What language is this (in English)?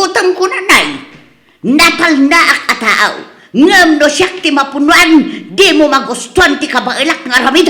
Iloko